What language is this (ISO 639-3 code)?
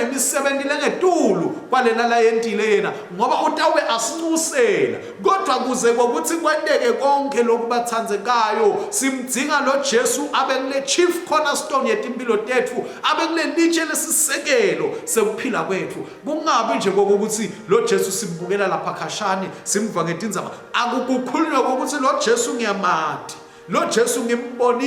ssw